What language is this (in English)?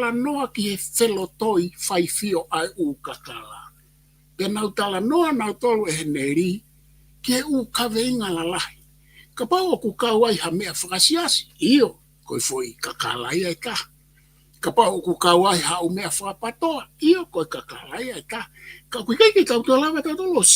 Tongan